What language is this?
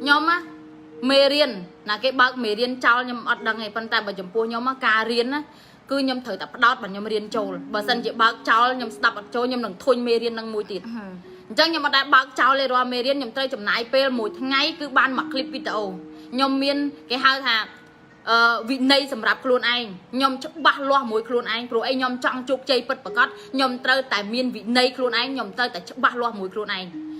Khmer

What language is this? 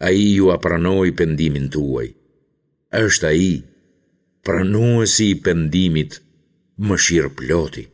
Albanian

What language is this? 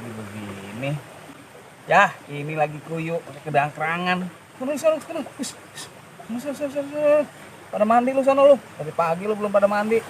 Betawi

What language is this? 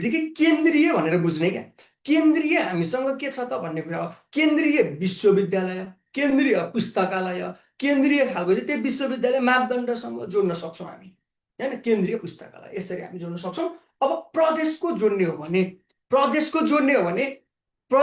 Nepali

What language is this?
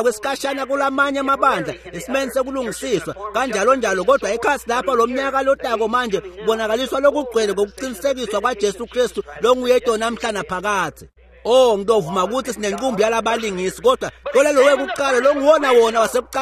Swati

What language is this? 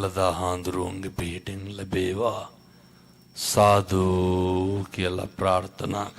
Sinhala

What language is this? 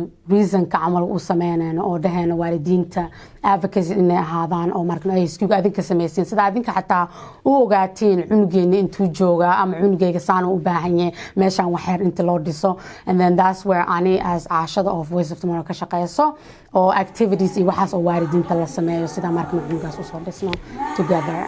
Somali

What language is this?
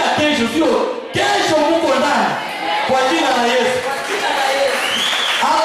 Swahili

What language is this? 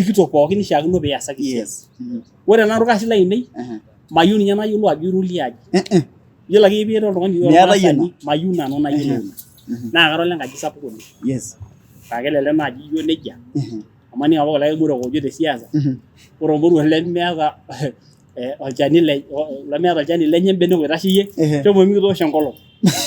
Masai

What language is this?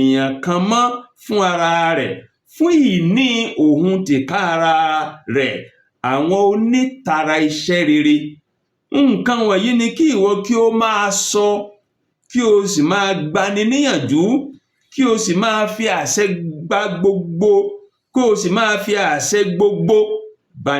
Yoruba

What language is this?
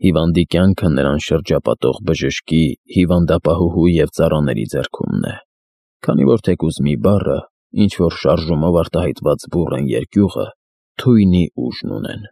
Armenian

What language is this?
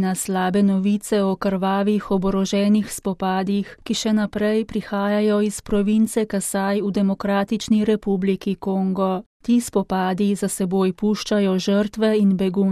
Slovenian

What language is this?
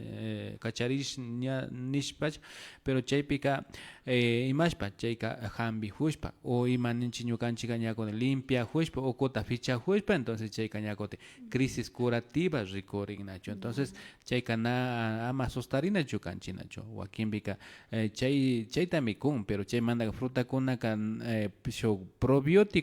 Imbabura Highland Quichua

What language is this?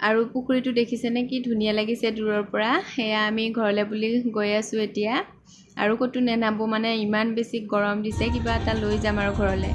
Assamese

